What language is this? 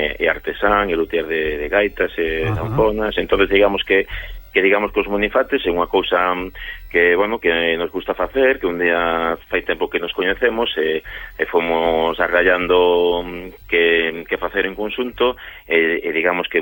Galician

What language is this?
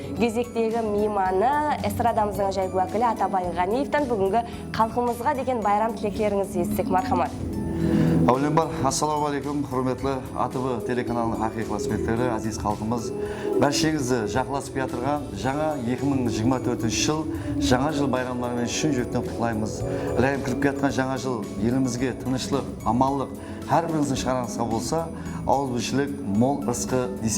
Kara-Kalpak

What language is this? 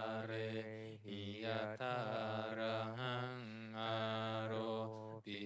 Pali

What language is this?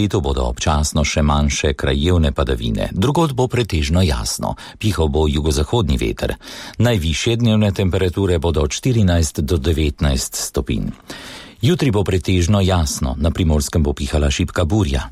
Slovenian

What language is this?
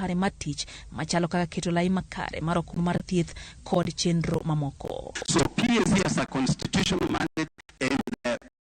Luo (Kenya and Tanzania)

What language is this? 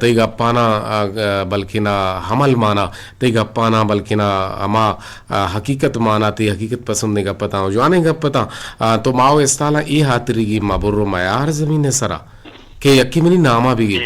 Eastern Balochi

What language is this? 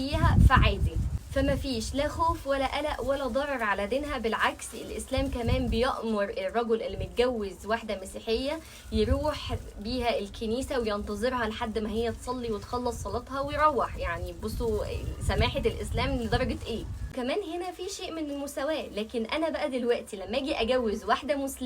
Egyptian Arabic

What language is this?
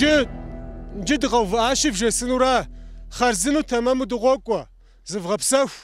Kabardian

